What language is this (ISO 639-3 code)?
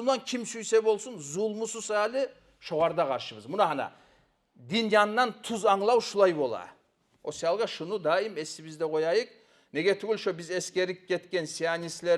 kum